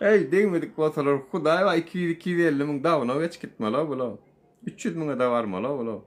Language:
Turkmen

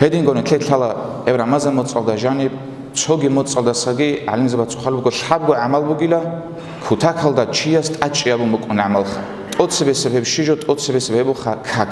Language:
Avaric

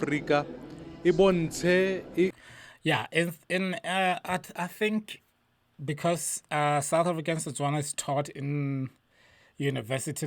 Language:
Tswana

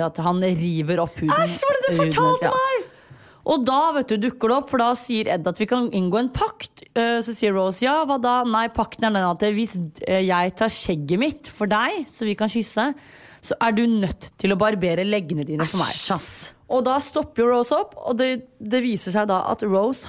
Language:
Norwegian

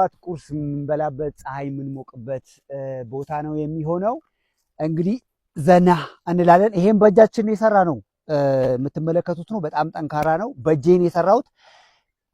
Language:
Amharic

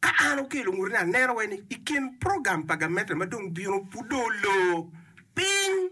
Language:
Acoli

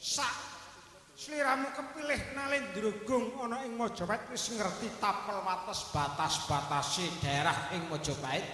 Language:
Javanese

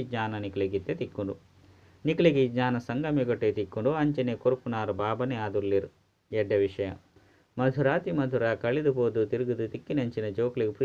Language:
Tulu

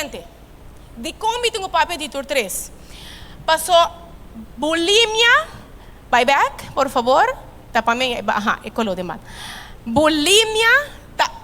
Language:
Papiamento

